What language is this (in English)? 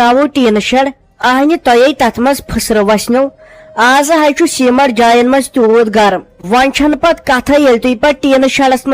Kashmiri